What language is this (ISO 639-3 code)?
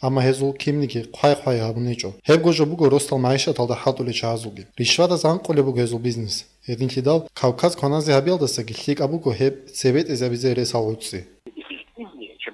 ava